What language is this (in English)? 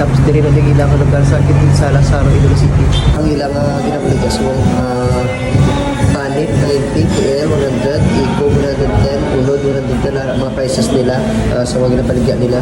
Hiligaynon